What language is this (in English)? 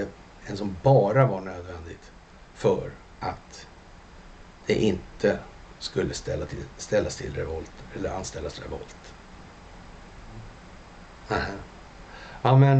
Swedish